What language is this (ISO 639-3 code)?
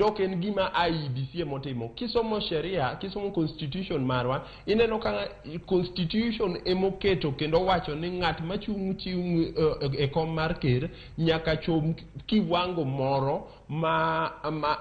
luo